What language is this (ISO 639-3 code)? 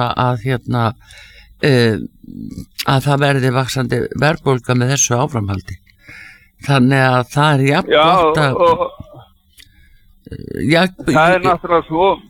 isl